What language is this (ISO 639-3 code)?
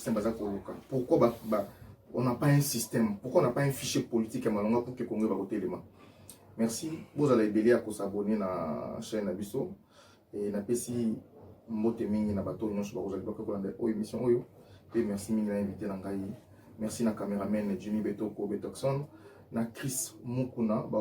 lin